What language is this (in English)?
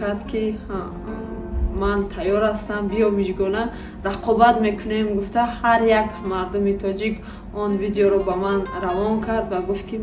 Tajik